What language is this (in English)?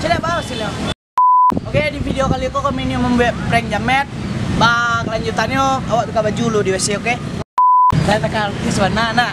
Minangkabau